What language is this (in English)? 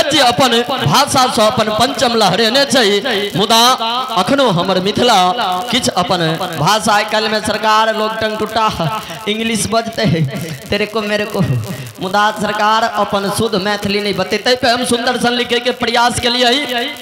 Maithili